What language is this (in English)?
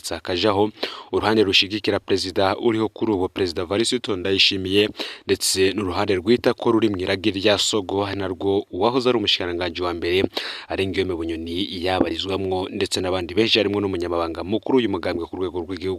Rundi